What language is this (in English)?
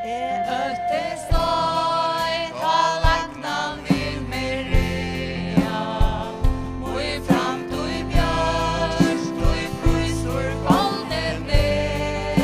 Faroese